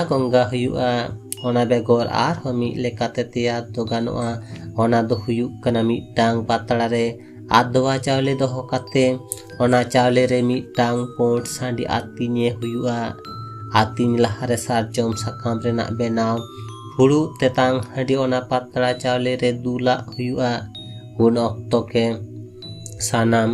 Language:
Santali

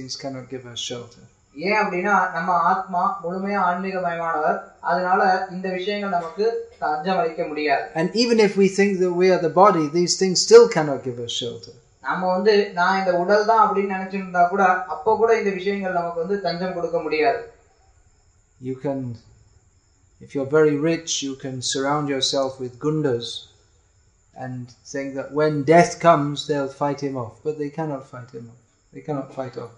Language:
Tamil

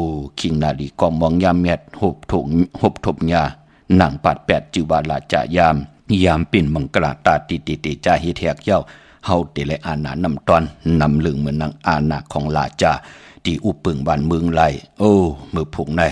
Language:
Shan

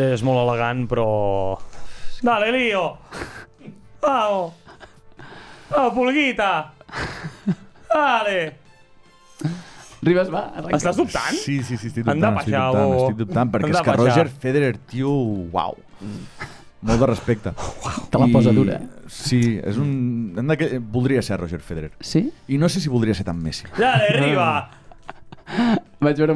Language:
Catalan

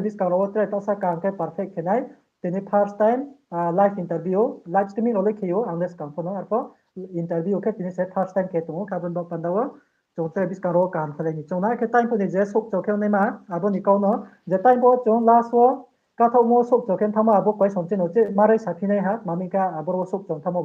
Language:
Riang (India)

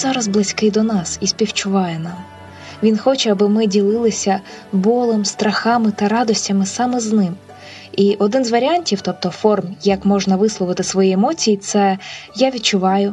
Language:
Ukrainian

